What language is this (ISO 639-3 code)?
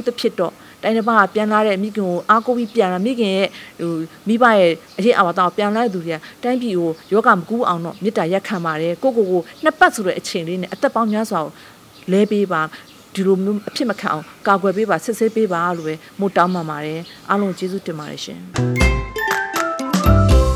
mya